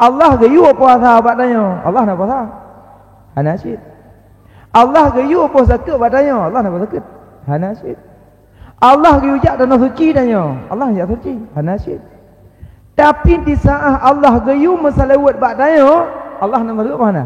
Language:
Achinese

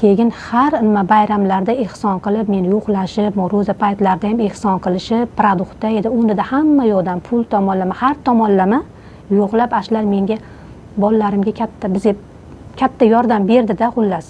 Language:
Uzbek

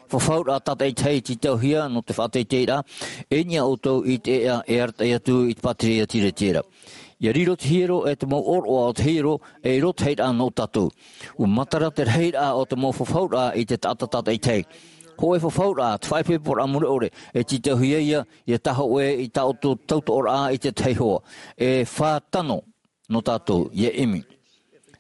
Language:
Tahitian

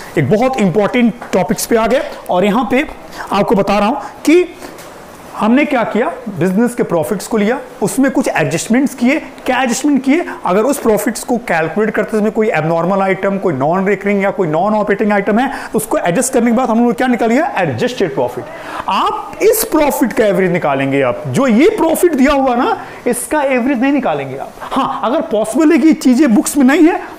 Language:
Hindi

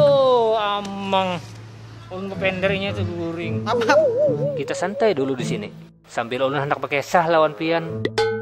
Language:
Banjar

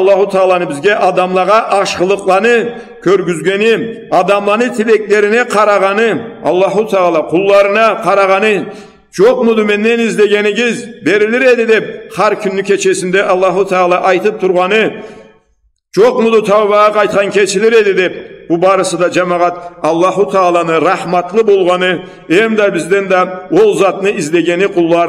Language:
Karachay-Balkar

